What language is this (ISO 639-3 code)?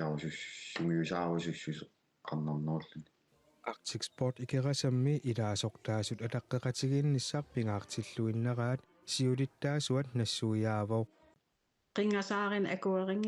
kal